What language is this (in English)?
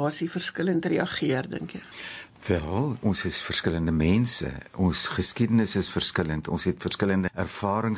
Afrikaans